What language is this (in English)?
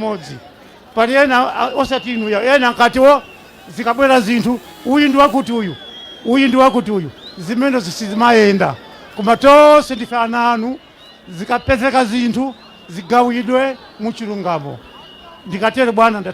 Nyanja